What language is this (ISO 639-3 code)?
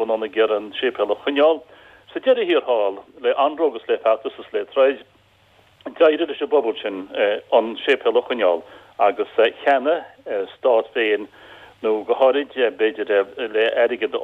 gle